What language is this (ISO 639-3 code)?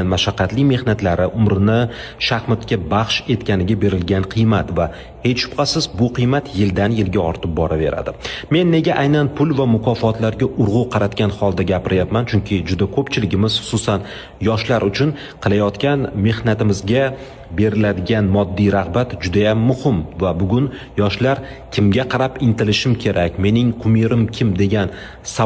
uzb